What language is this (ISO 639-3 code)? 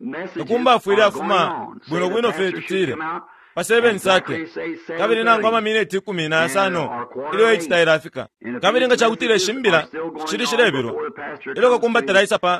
bem